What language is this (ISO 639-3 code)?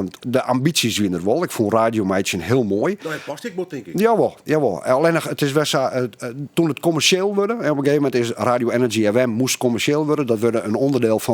fry